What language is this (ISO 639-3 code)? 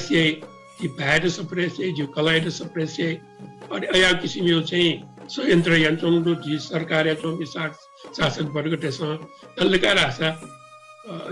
new